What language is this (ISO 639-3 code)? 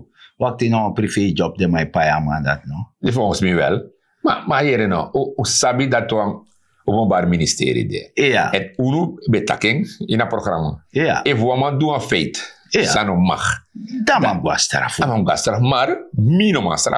srn